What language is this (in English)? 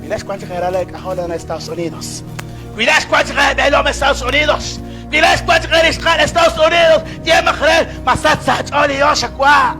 Kekchí